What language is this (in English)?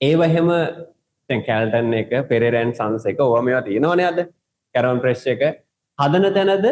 Sinhala